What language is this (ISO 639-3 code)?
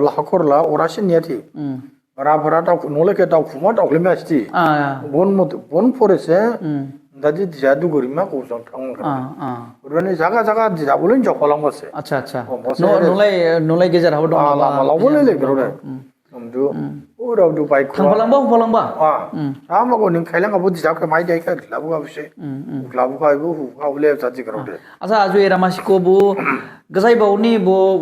dis